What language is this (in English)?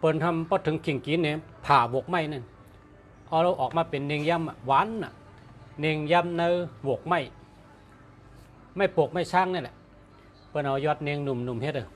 Shan